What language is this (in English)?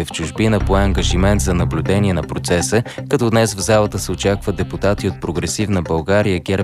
Bulgarian